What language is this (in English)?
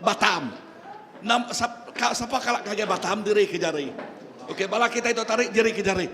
Iban